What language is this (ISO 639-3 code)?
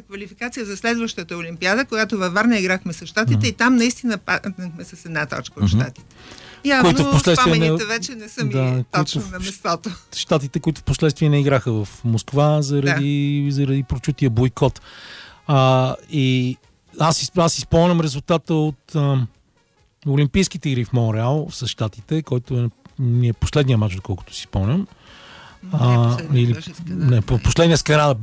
bul